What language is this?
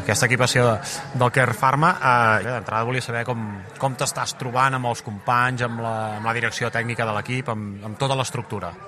Catalan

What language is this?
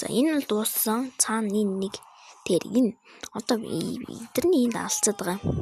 Mongolian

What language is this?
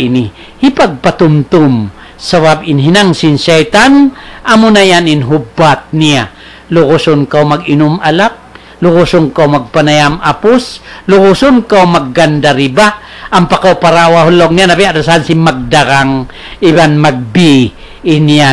Tausug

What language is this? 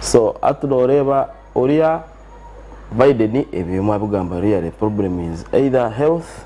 Nyankole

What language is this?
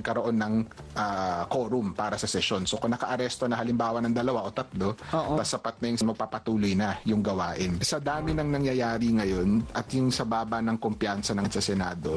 Filipino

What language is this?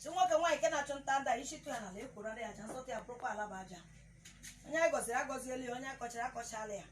Igbo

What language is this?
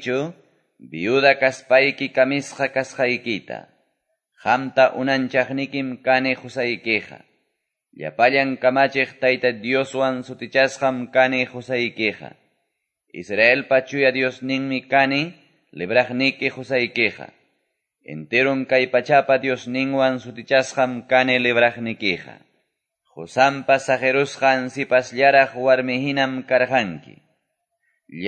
Quechua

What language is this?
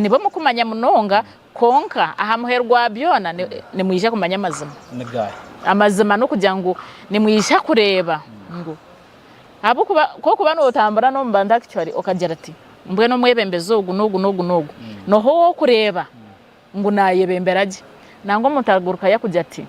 Nyankole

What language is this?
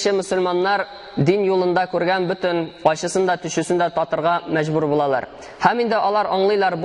Tatar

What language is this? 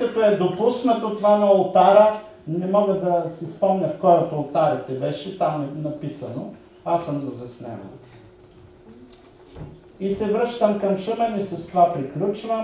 Bulgarian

